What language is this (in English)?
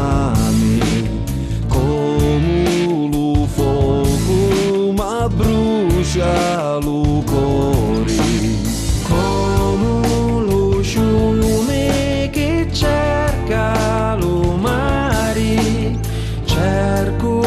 Sicilian